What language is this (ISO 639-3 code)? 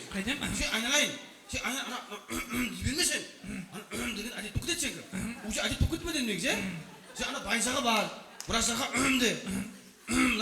kaa